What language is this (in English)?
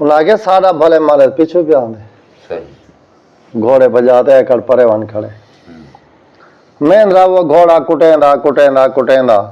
Saraiki